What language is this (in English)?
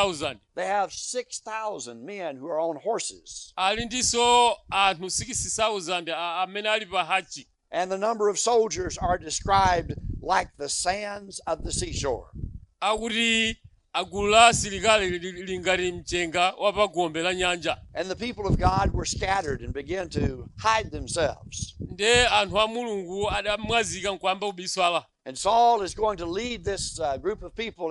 Nyanja